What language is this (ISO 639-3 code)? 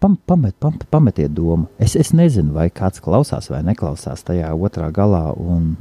lav